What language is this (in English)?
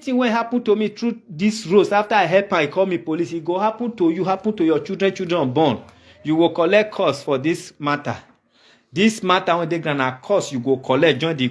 Nigerian Pidgin